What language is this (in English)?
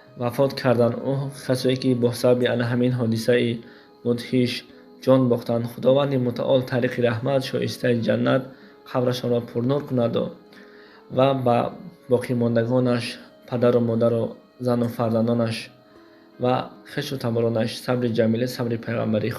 Tajik